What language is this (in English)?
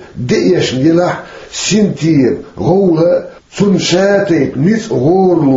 Chechen